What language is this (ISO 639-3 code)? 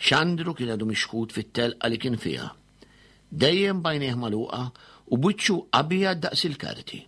mlt